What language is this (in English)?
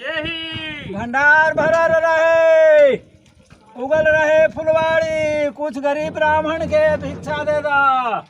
Magahi